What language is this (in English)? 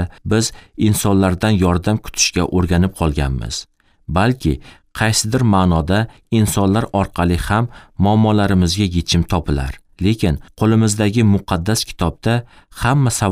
Uzbek